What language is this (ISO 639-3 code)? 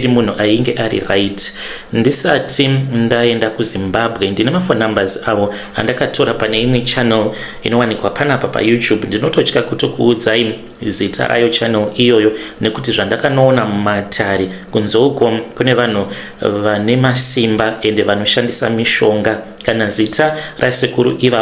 sna